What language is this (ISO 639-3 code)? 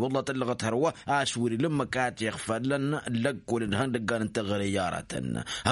taq